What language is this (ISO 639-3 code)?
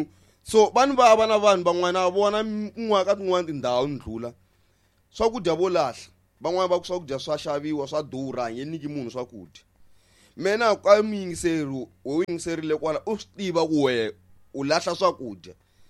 tso